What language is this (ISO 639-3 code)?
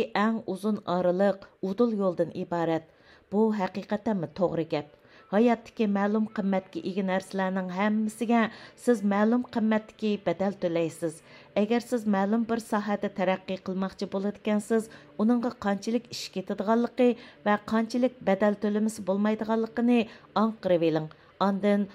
uig